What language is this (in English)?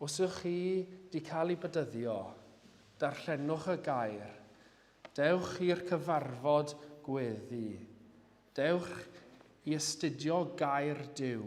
Welsh